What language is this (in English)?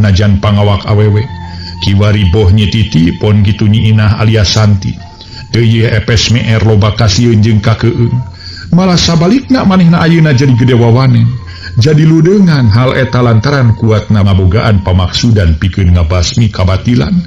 Sundanese